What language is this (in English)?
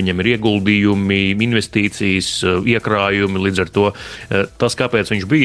Latvian